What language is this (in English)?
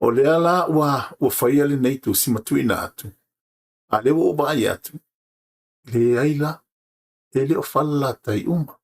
Samoan